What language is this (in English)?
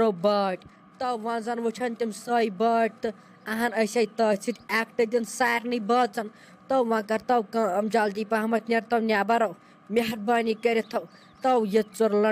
Kashmiri